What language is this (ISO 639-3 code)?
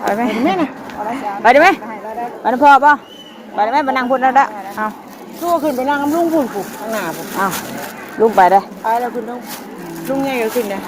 tts